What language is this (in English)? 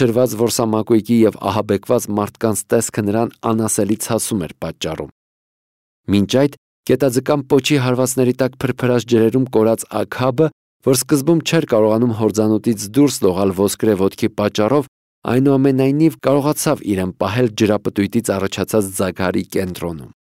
Armenian